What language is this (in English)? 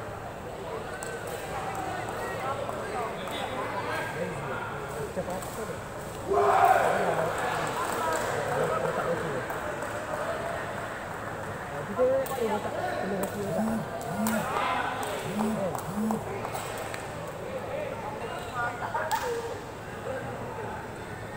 Malay